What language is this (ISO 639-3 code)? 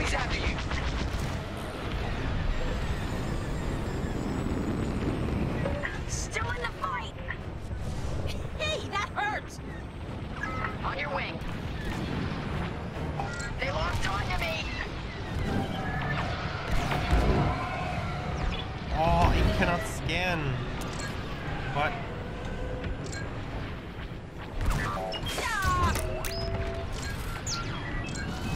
eng